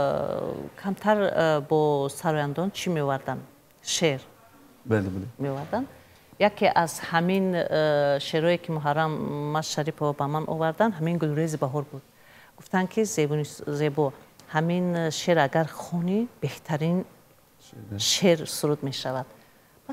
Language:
Tajik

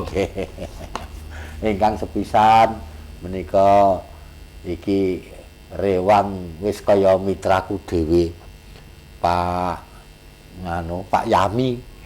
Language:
Javanese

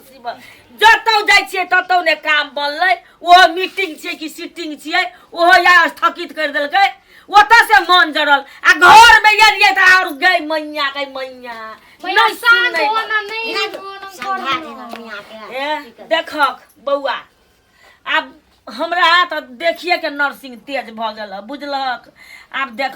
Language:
Maithili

